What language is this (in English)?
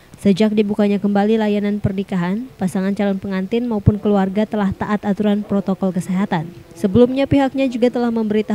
Indonesian